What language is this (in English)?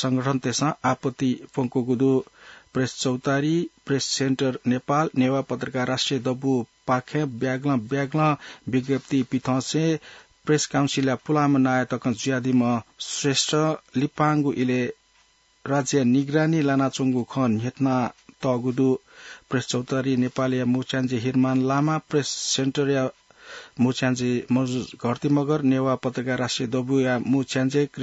Newari